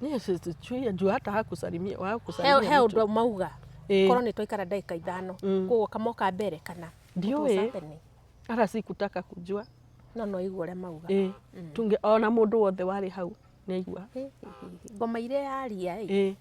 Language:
Kikuyu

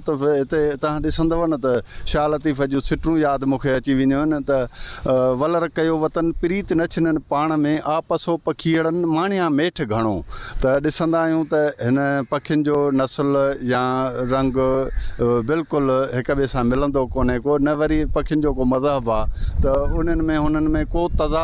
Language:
Sindhi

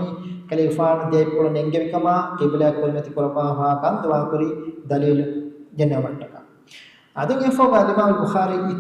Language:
Divehi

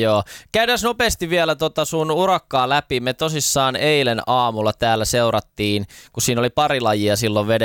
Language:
Finnish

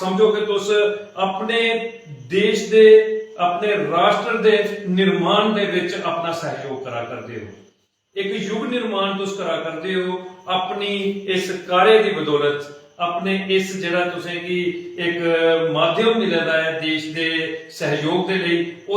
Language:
Dogri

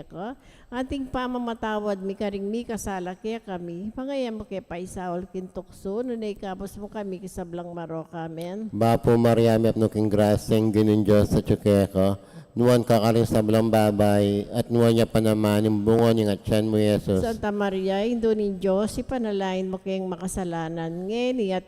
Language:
Pampanga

